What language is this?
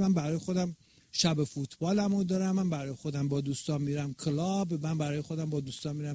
Persian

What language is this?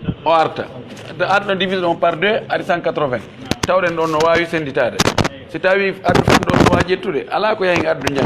Pular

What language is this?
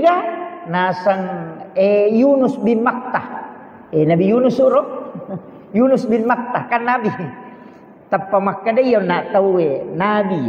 Buginese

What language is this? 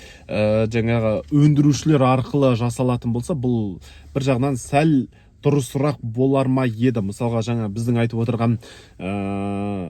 Kazakh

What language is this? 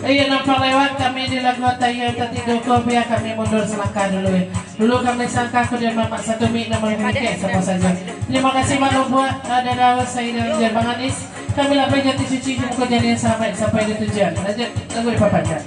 Minangkabau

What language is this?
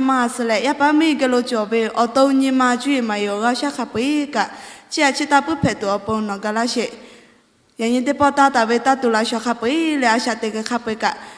Lahu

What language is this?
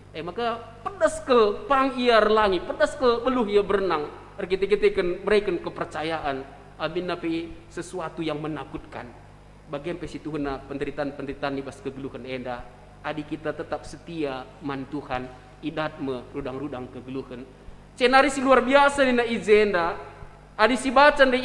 Batak Karo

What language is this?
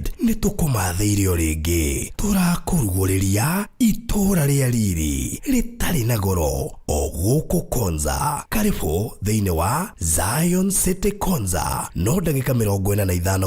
Kikuyu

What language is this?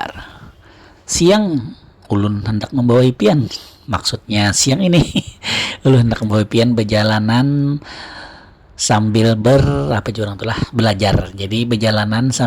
Banjar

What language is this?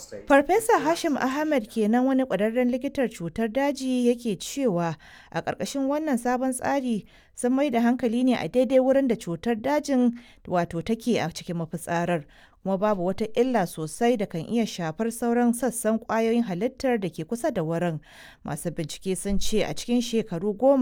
Hausa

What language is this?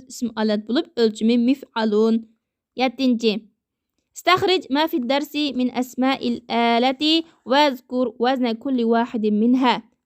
Uyghur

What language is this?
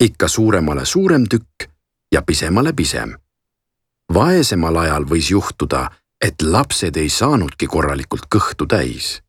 Estonian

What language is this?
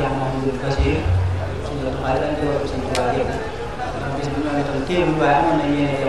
Wolof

